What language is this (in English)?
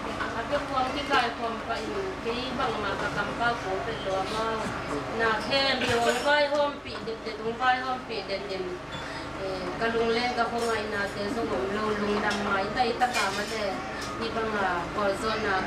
Vietnamese